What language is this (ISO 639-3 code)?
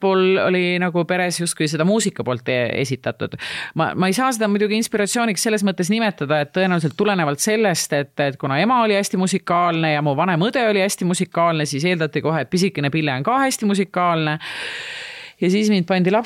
est